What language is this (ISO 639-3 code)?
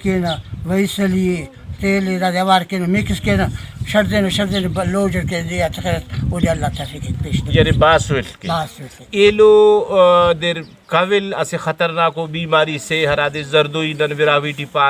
brh